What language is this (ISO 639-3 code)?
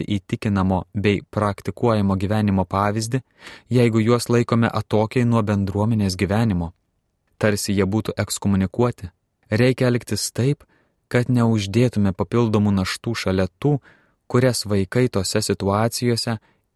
lit